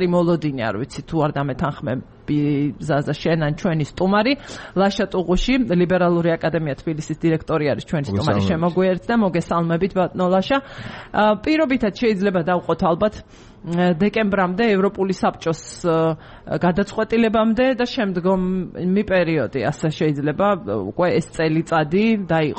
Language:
Georgian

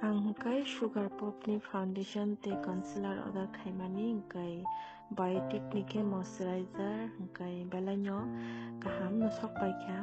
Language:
Kok Borok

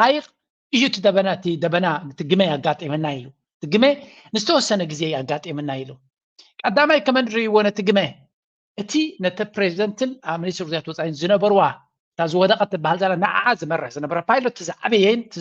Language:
Tigrinya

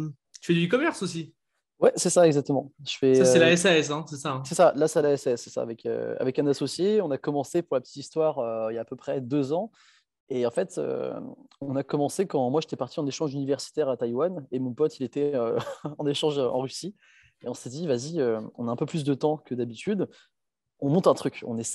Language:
French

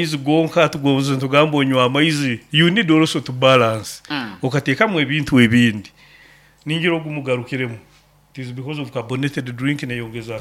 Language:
Nyoro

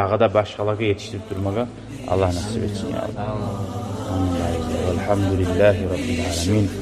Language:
Kumyk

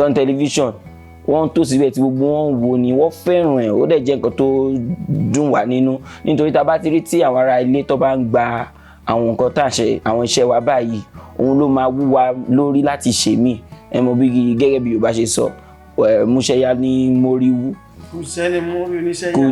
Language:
Yoruba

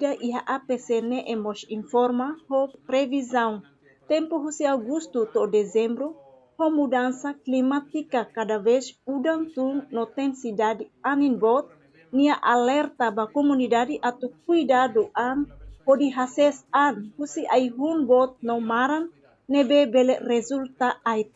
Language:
Tetum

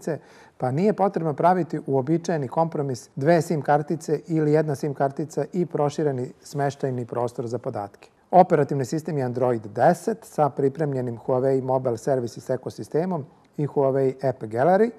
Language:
Serbian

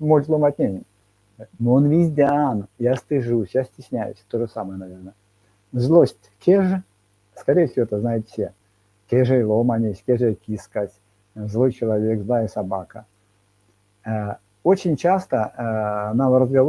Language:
Erzya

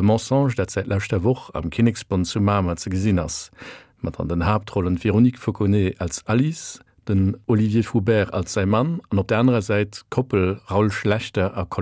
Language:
Luxembourgish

